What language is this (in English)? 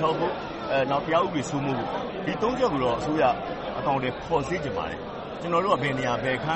Burmese